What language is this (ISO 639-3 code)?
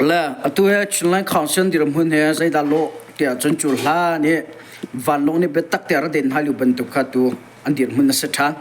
cnh